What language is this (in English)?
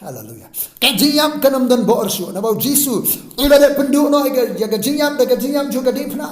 Khasi